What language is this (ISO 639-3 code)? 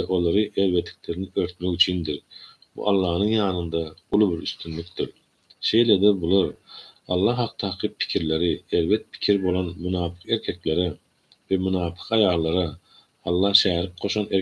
tuk